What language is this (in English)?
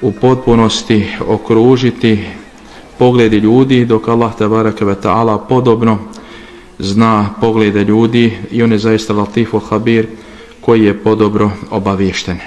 Bosnian